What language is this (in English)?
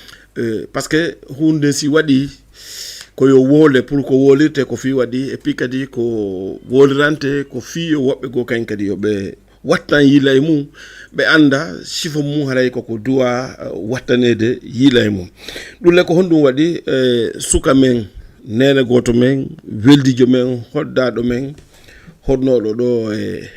Fula